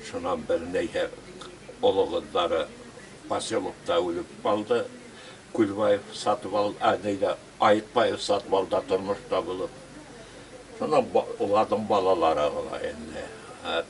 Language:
Bashkir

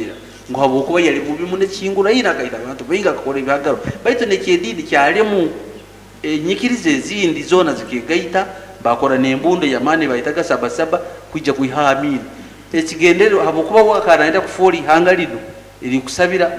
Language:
Nyoro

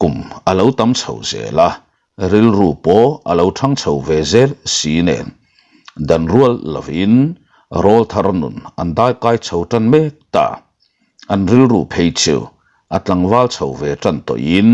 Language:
Mizo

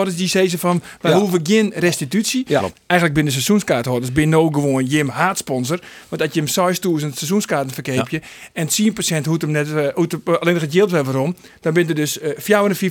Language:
Western Frisian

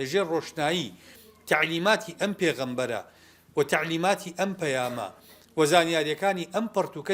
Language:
Central Kurdish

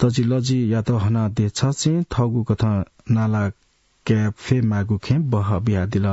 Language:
Newari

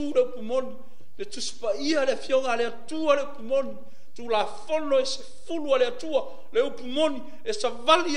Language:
Samoan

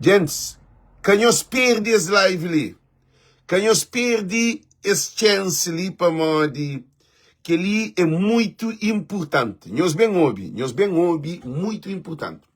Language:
Kabuverdianu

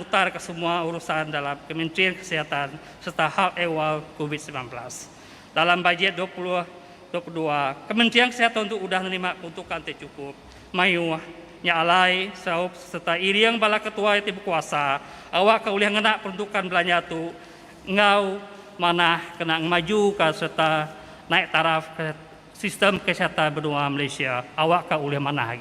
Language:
Iban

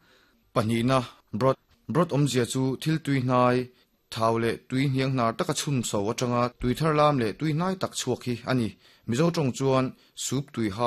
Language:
Mizo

